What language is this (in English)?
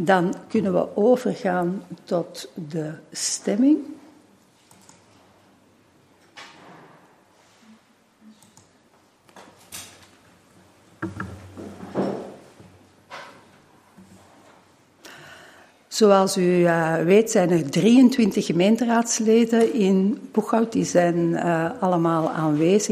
Dutch